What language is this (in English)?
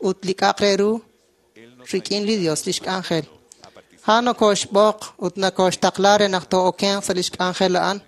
Kekchí